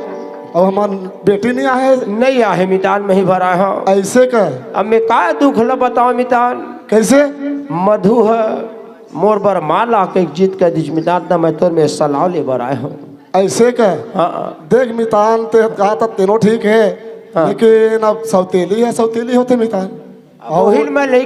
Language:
Chhattisgarhi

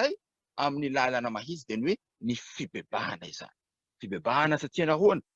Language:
Malagasy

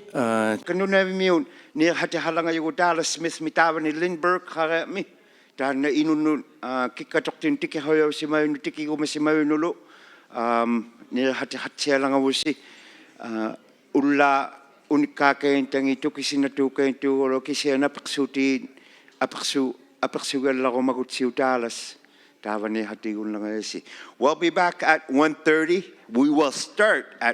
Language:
Inuktitut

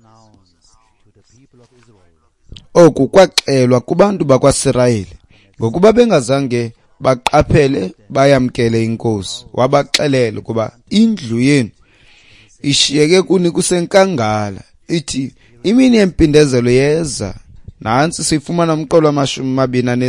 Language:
Xhosa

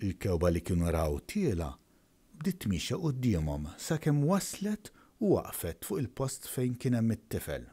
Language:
Maltese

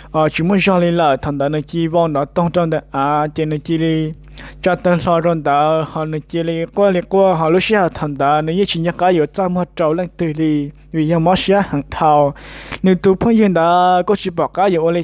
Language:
Hmong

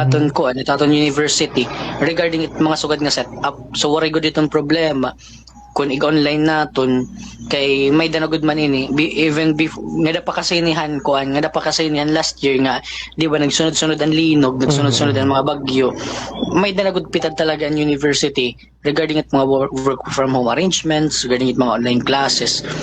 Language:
Waray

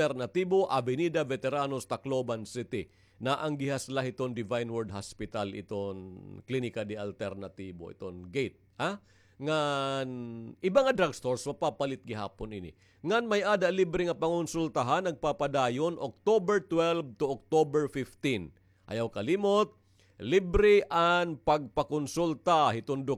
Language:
Waray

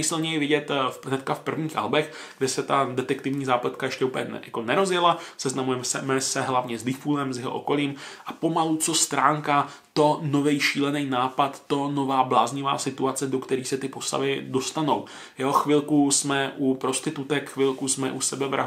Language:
Czech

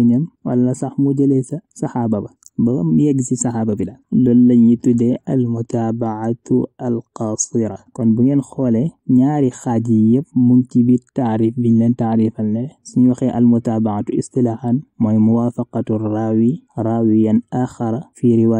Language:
Wolof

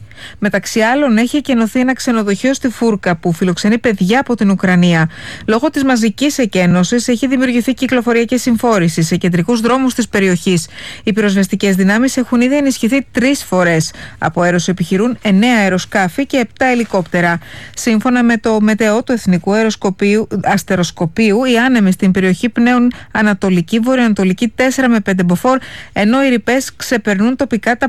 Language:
Greek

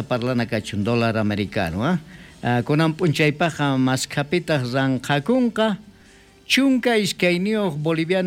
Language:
South Bolivian Quechua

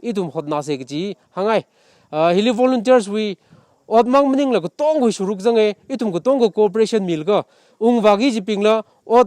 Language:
Tangkhul Naga (India)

